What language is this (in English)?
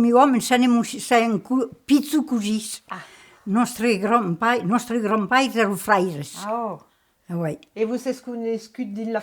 Occitan